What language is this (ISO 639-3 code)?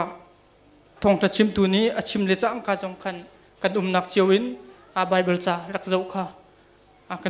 cnh